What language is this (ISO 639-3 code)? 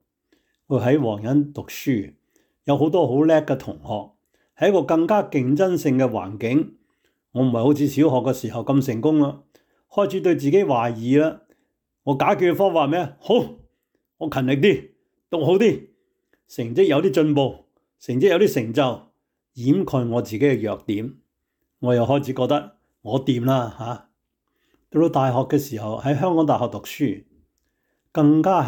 yue